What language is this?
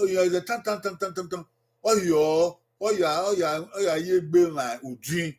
Bini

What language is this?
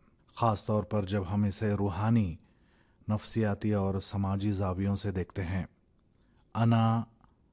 Urdu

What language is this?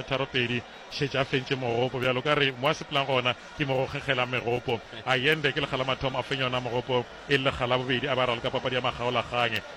Northern Sotho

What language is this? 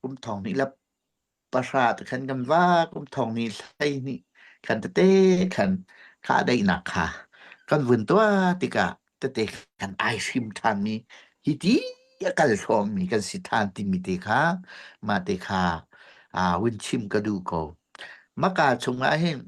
Hakha Chin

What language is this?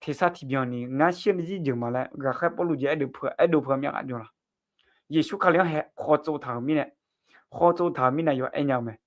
Akha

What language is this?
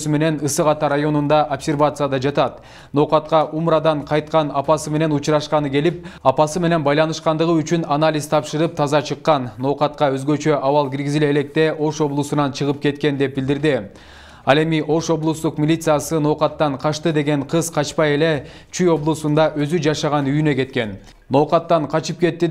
Kyrgyz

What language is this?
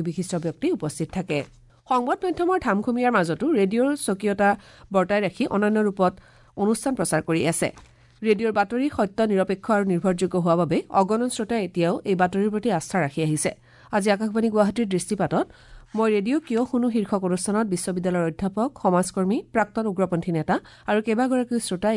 Assamese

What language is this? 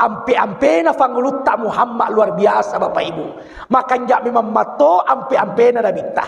Buginese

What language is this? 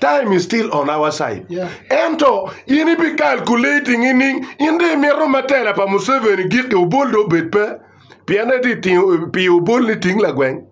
Acoli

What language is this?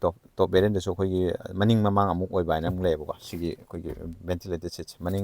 Manipuri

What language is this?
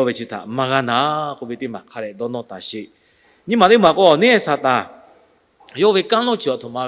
Lahu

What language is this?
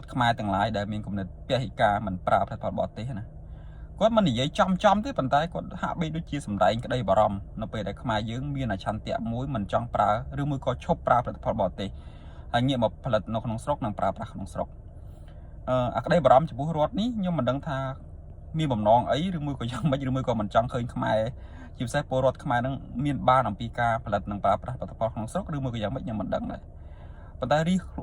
Khmer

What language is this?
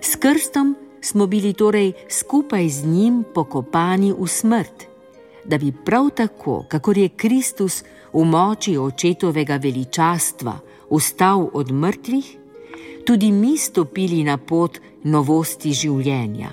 Slovenian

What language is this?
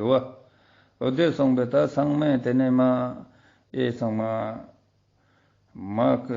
Ladakhi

